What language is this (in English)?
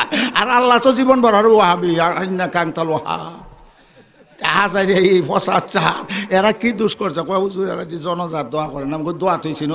Sylheti